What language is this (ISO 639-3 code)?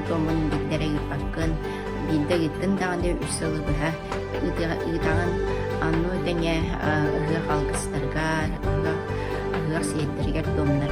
sah